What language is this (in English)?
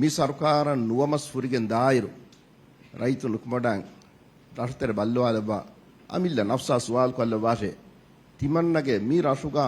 Divehi